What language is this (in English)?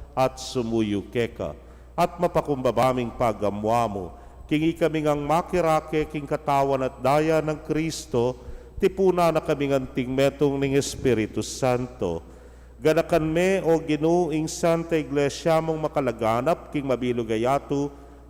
Pampanga